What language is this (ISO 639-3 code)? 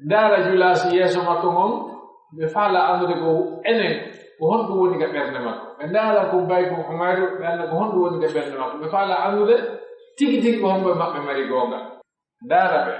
fuf